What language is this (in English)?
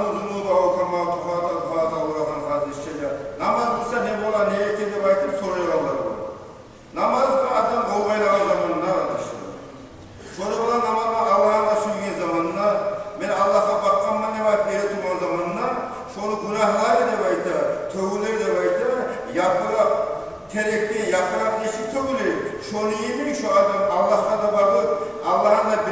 Kumyk